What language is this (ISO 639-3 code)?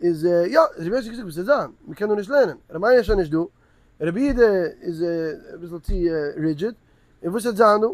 yid